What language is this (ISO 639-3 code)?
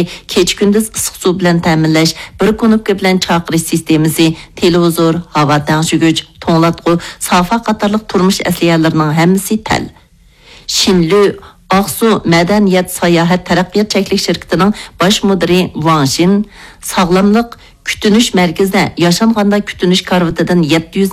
uig